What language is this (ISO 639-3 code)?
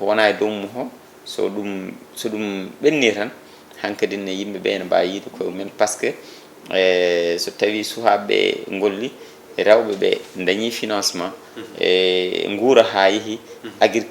ful